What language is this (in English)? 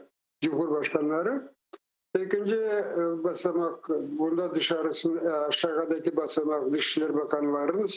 Crimean Tatar